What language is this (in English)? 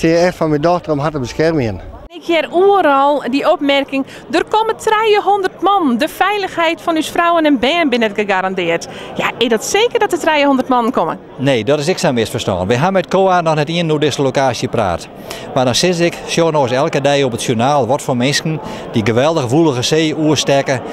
Western Frisian